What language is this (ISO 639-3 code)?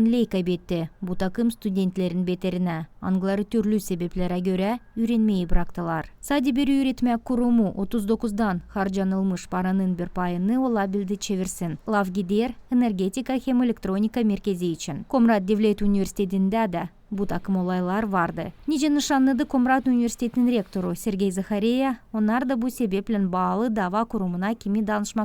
gag